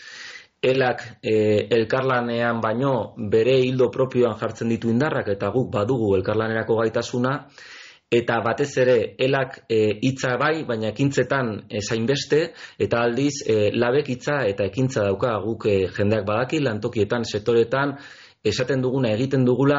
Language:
Basque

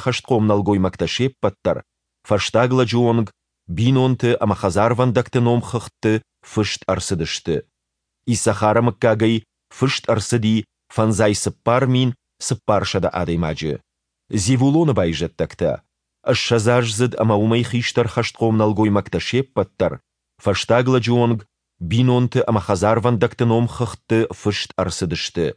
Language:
Ossetic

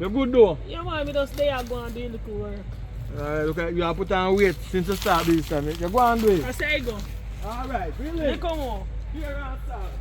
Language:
Jamaican Creole English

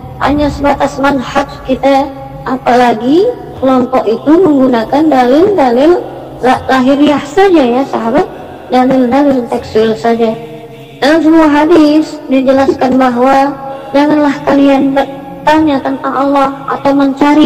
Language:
Indonesian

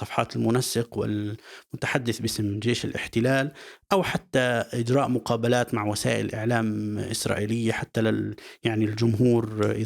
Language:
North Levantine Arabic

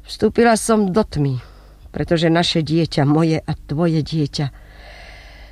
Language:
Slovak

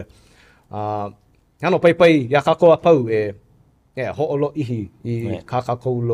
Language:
Hawaiian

